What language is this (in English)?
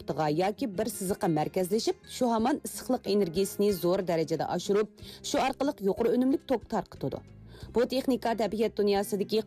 Uyghur